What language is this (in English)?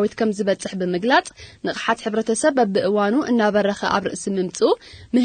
Tigrinya